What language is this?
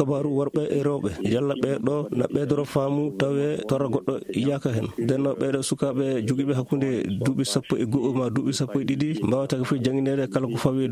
Fula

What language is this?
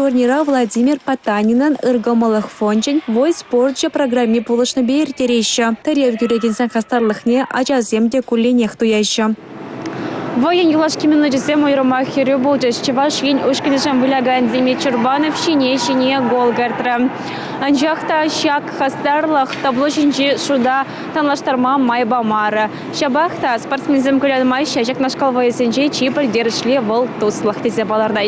Chuvash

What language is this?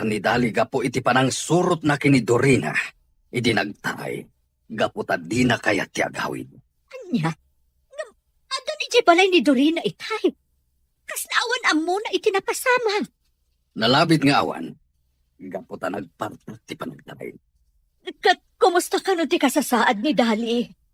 Iloko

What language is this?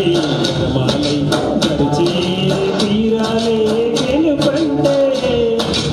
Telugu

